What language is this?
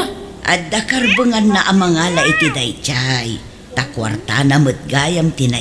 Iloko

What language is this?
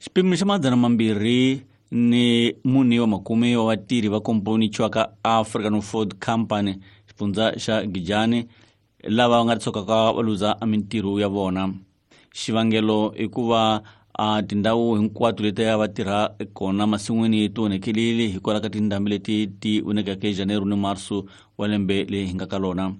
Tsonga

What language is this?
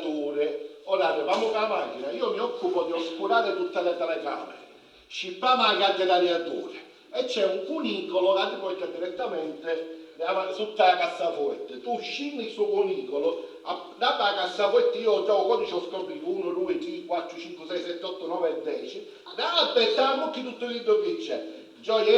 Sicilian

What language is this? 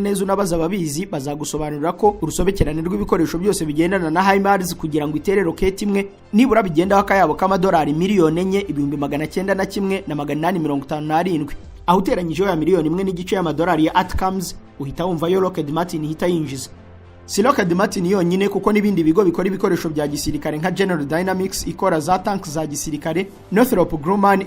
Kinyarwanda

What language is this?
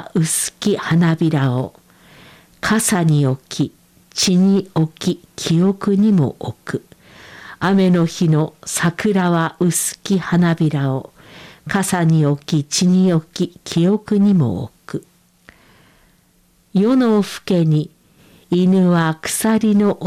Japanese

